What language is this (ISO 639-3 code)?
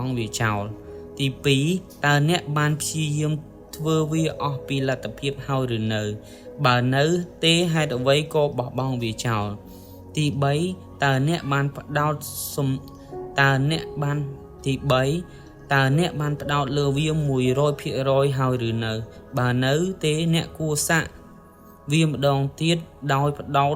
khm